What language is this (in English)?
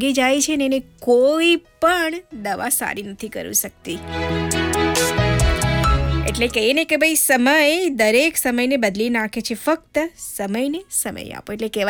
Gujarati